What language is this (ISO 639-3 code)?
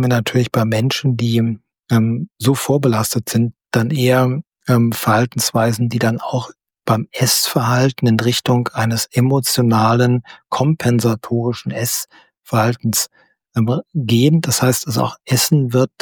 deu